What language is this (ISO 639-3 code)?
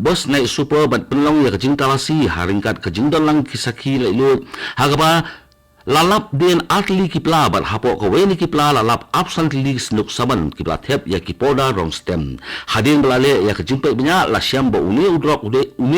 kha